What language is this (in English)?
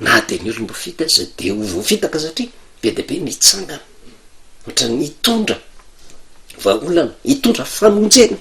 Malagasy